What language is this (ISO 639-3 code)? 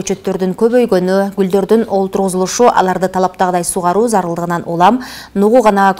kir